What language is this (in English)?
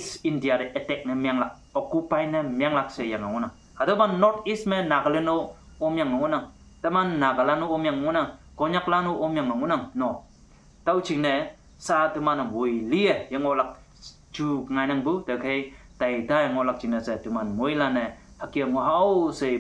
Konyak Naga